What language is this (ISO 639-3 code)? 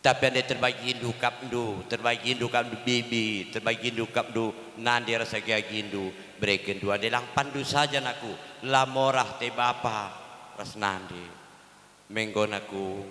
btx